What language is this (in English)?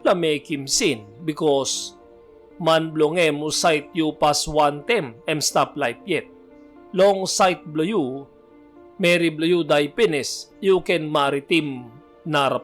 Tok Pisin